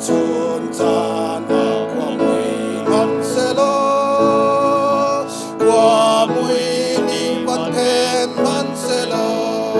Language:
Hakha Chin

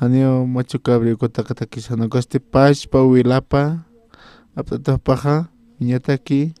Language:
Aymara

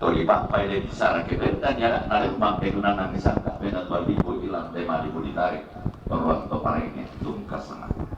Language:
Toraja-Sa'dan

